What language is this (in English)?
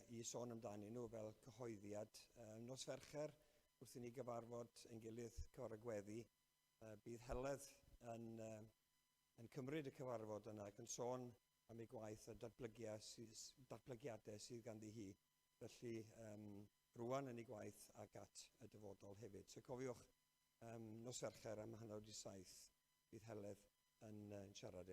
Welsh